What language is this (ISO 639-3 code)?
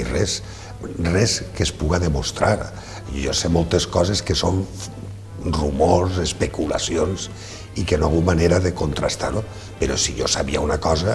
cat